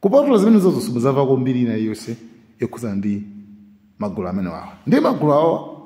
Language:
Nyanja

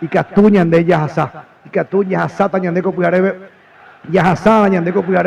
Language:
Guarani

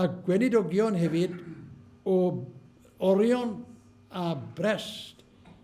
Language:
Welsh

